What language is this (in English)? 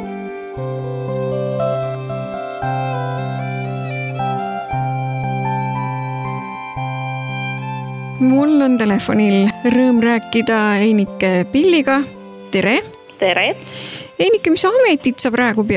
Estonian